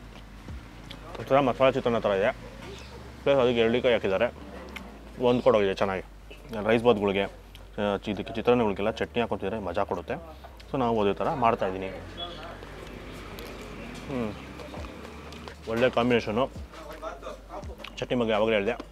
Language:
Kannada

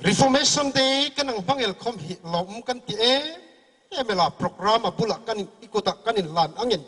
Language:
Hmar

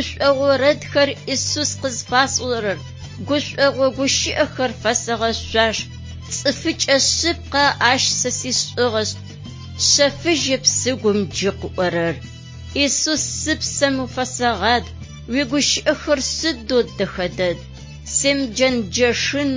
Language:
Adyghe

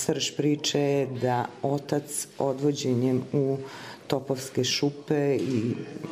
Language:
Serbian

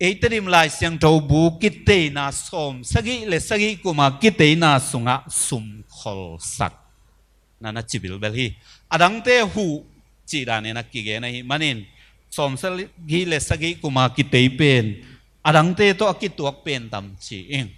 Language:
Tedim Chin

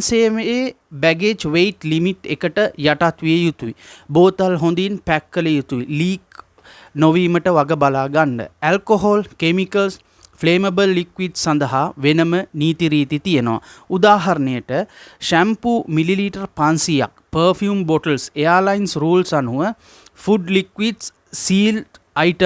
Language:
Sinhala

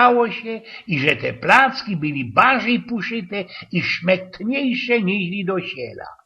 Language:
Silesian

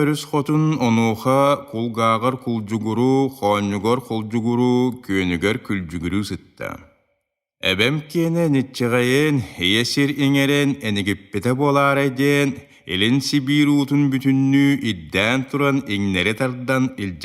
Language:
Yakut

